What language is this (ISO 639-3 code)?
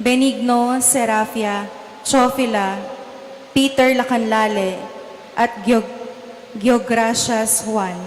pam